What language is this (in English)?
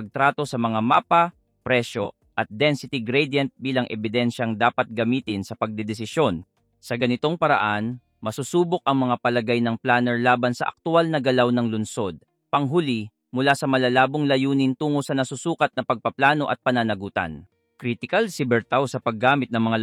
Filipino